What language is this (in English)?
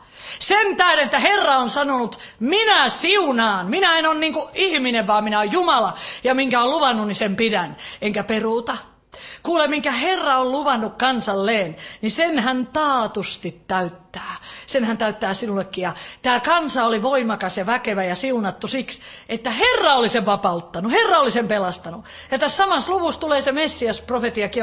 Finnish